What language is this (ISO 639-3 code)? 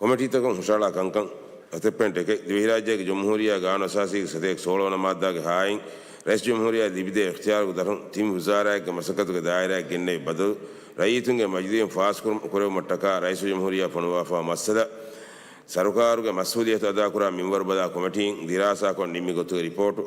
div